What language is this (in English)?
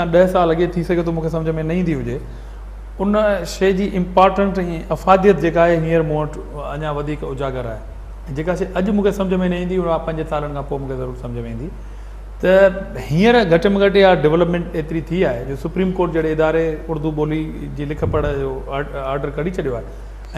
Sindhi